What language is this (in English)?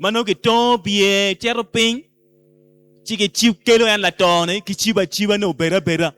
Acoli